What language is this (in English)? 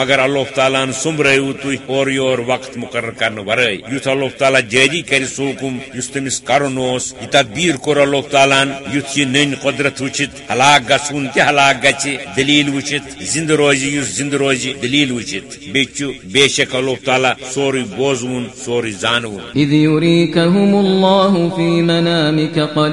Kashmiri